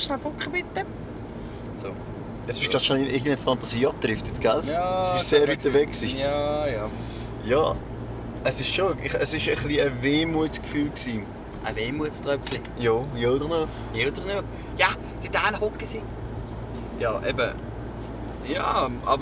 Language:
Swiss German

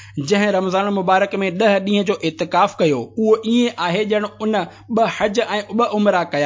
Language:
Sindhi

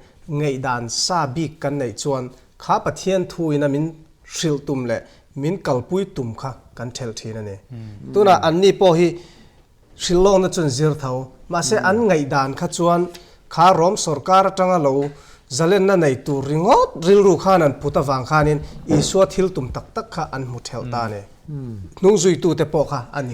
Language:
Mizo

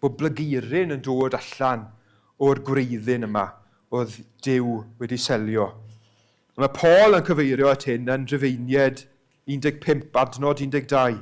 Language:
Welsh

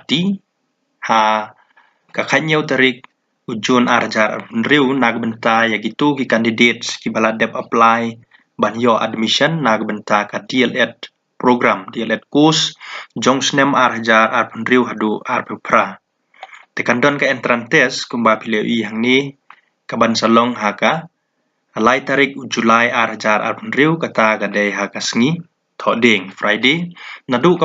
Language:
Khasi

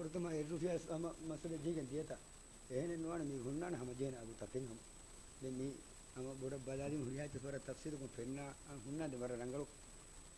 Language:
Divehi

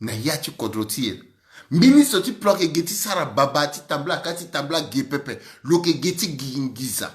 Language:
Sango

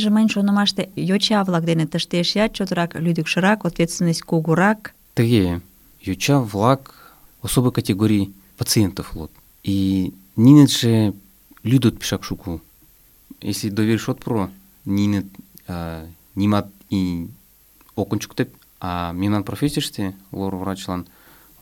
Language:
Mari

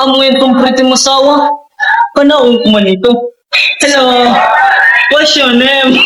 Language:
Waray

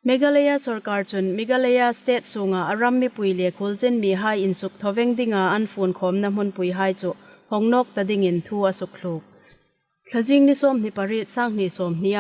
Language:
Hmar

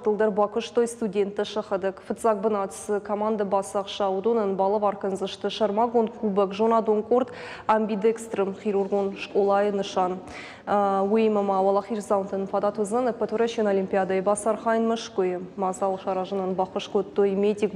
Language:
Ossetic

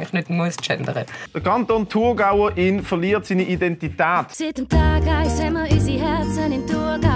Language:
Swiss German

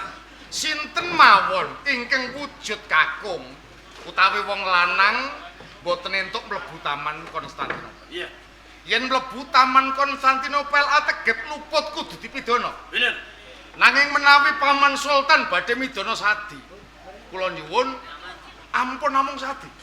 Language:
Javanese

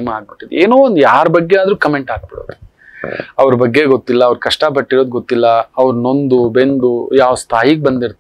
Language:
Kannada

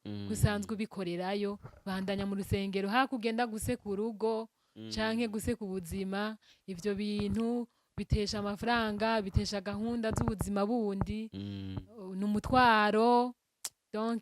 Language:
Rundi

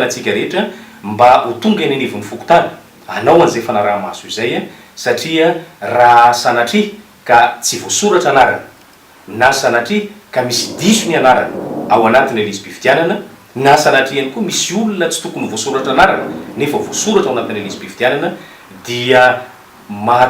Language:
Malagasy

